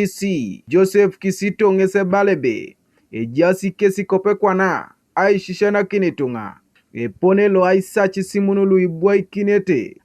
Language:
Teso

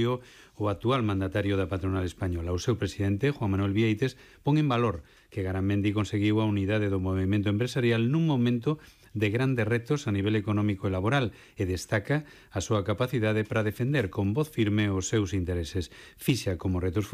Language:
Galician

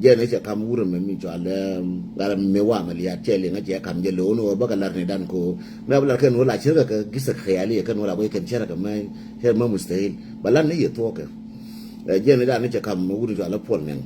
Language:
Nuer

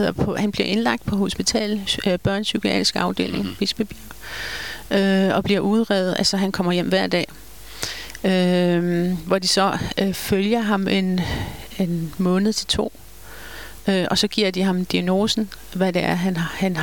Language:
Danish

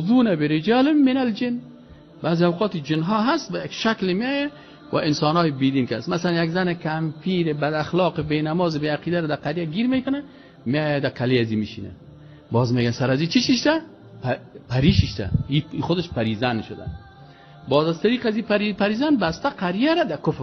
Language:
Persian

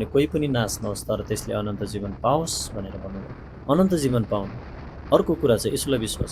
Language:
Nepali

